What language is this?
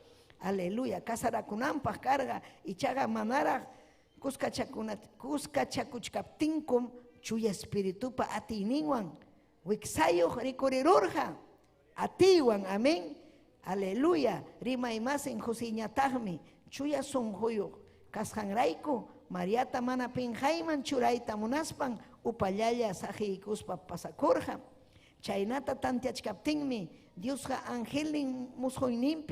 Ayacucho Quechua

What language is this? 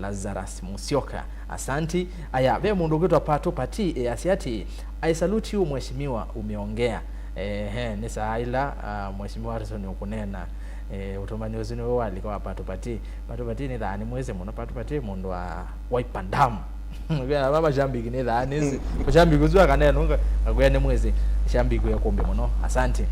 Kamba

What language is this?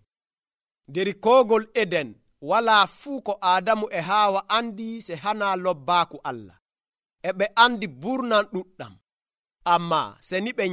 Nigerian Fulfulde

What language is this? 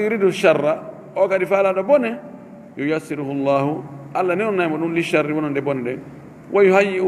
Fula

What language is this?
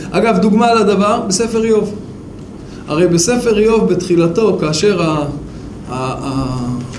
Hebrew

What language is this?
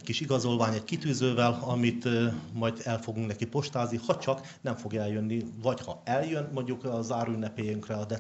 Hungarian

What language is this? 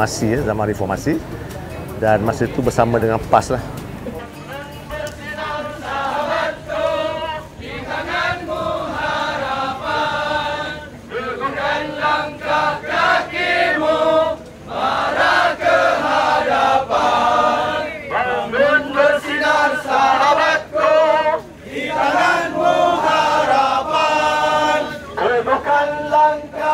Malay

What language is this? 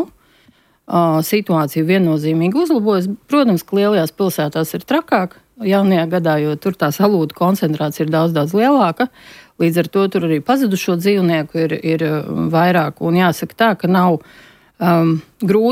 Latvian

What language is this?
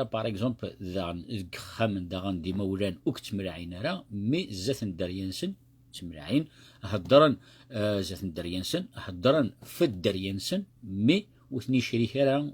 Kabyle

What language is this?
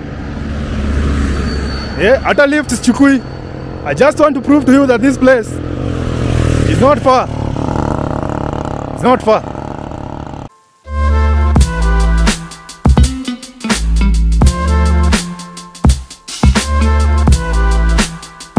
Swahili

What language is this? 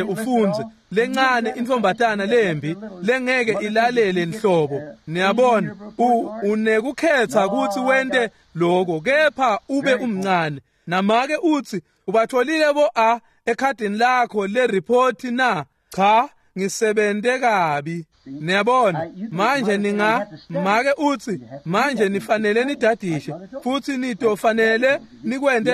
Swati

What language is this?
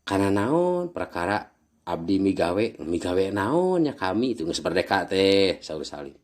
Sundanese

